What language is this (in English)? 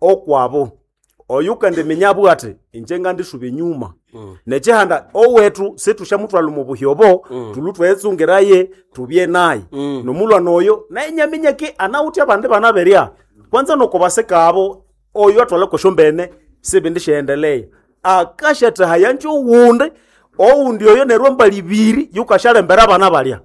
Nande